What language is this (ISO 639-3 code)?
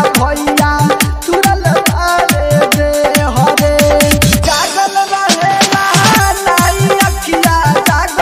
bho